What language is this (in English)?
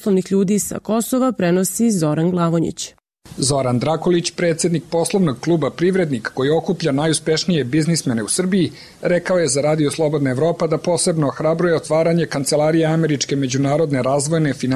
Serbian